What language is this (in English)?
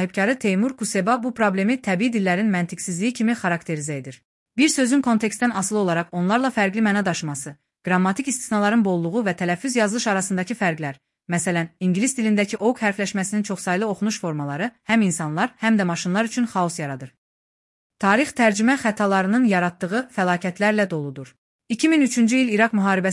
Azerbaijani